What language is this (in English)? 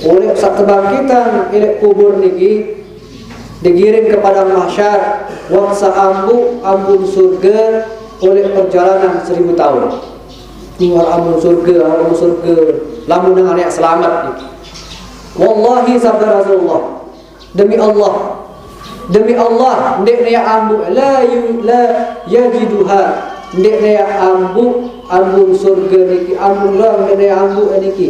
Sasak